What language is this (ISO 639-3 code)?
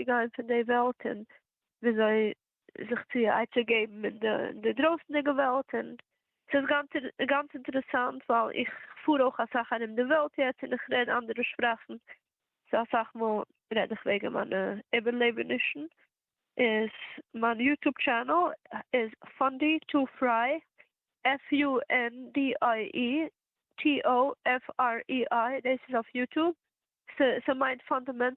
yid